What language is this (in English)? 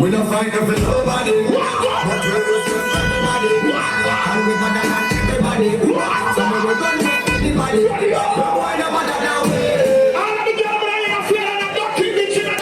Jamaican Creole English